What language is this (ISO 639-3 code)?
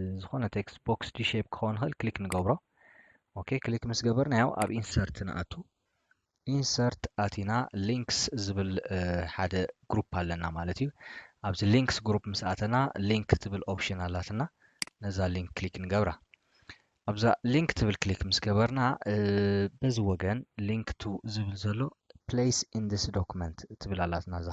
tir